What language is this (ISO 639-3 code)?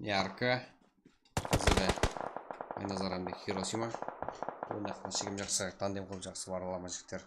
kaa